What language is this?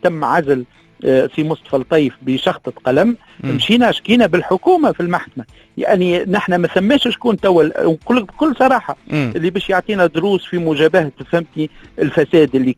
Tunisian Arabic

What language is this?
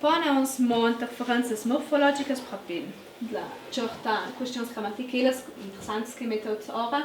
Ladin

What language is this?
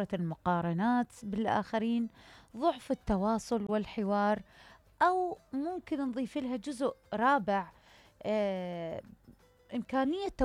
Mesopotamian Arabic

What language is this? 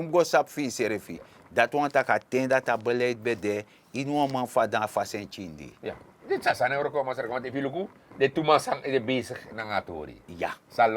Sranan Tongo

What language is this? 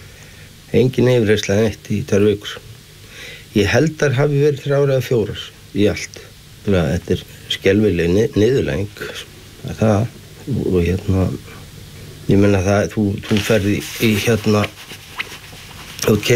Icelandic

